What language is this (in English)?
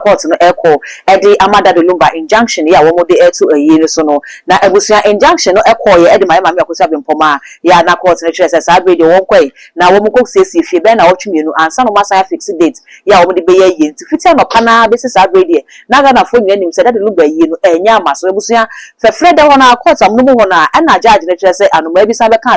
Akan